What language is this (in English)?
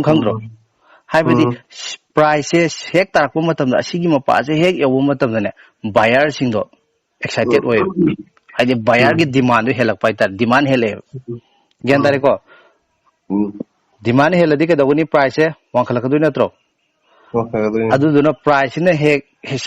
Manipuri